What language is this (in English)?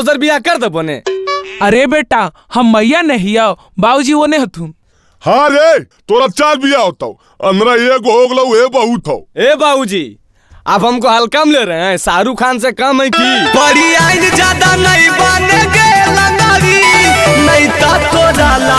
Magahi